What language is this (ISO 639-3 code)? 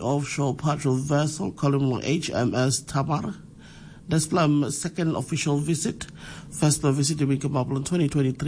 tpi